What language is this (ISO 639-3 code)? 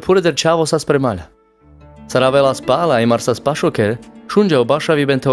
rmc